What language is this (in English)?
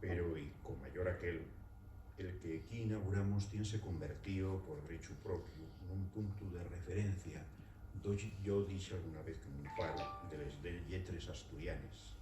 Asturian